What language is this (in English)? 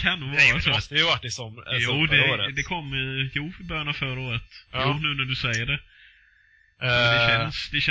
Swedish